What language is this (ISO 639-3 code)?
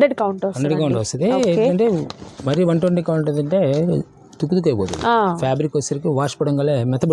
tel